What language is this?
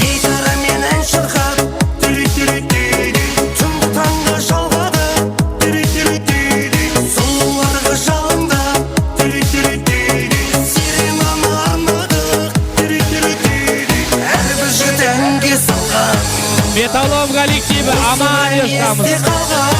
Kara-Kalpak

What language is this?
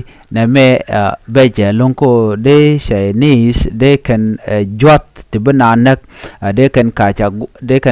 Nuer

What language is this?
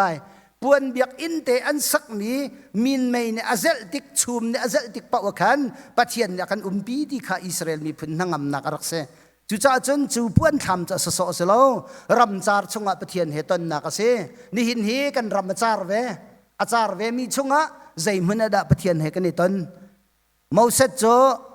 Hakha Chin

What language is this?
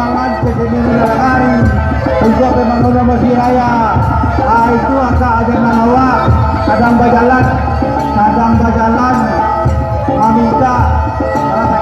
Minangkabau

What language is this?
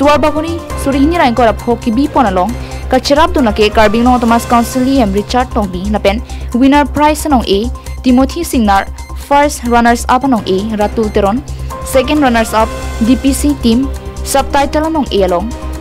Karbi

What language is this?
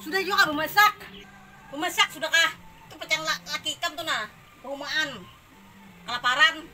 Banjar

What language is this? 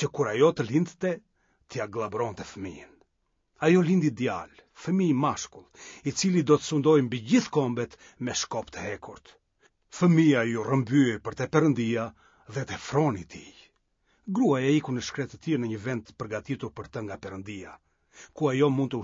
Albanian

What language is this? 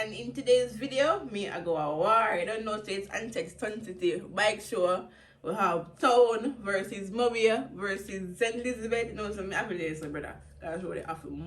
Jamaican Creole English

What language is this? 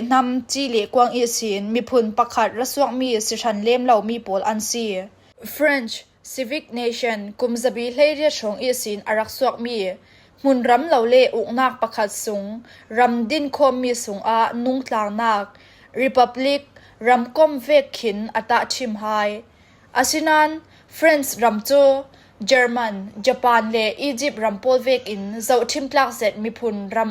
Falam Chin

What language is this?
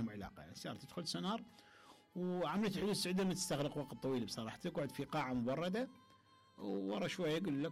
Mesopotamian Arabic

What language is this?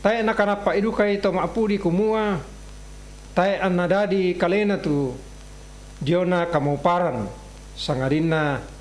Toraja-Sa'dan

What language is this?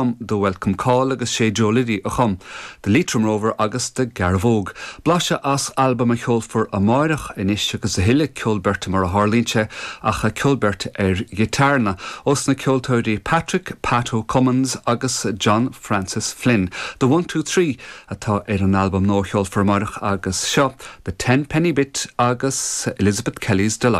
Irish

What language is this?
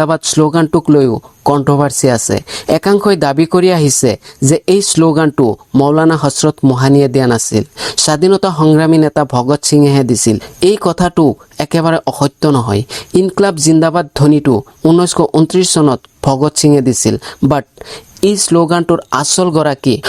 Assamese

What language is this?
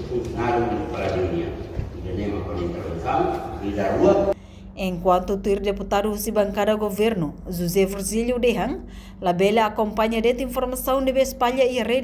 Tetum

